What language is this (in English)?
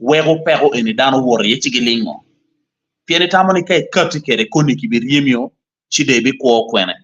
Acoli